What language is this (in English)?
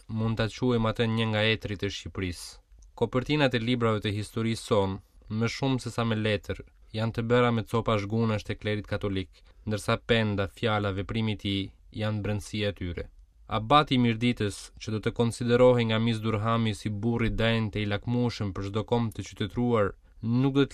Albanian